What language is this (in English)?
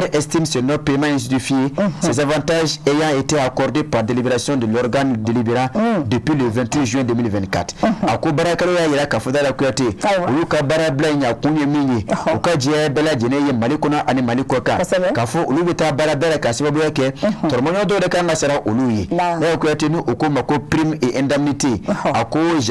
Bambara